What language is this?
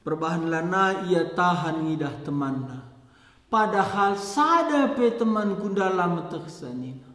Batak Karo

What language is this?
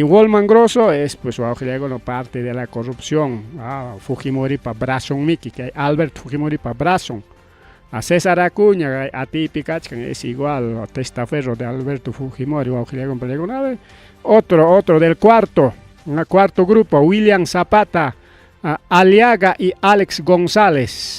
Ayacucho Quechua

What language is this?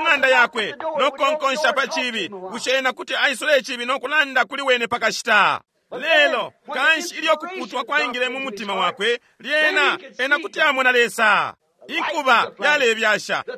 Bemba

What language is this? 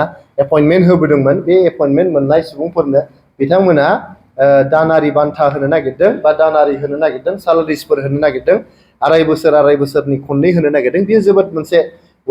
Bodo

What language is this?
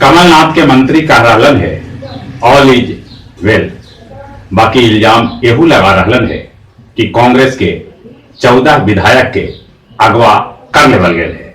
Magahi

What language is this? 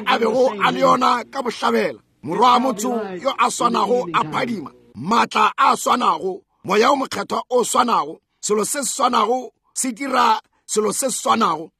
Northern Sotho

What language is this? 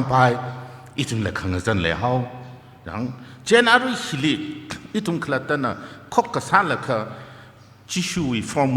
Tangkhul Naga (India)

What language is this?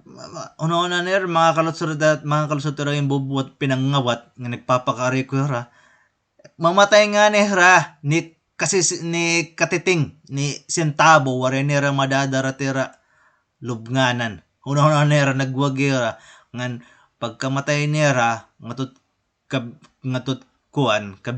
Waray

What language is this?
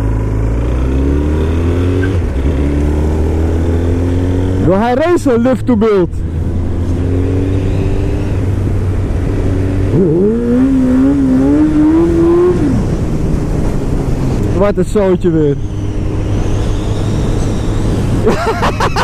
Dutch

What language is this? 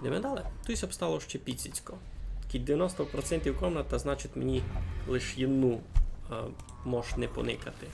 Rusyn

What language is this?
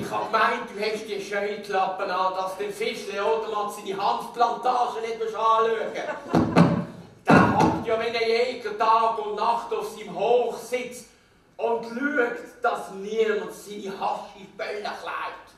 Swiss German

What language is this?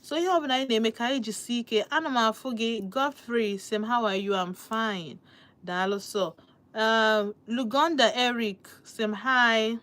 Igbo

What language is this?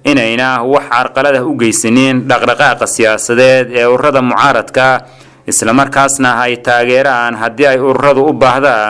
Somali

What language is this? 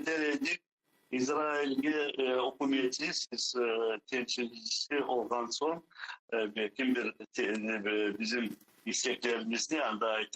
Crimean Tatar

